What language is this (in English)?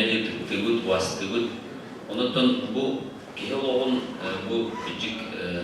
Yakut